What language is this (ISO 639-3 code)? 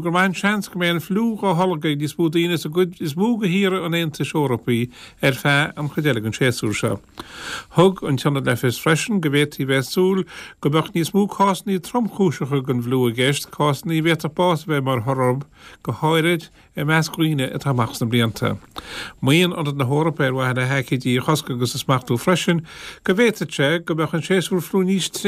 gle